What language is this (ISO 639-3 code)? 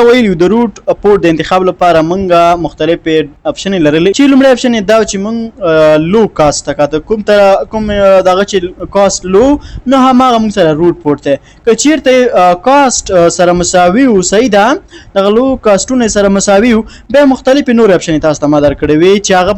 pus